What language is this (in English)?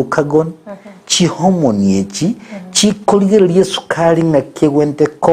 Gusii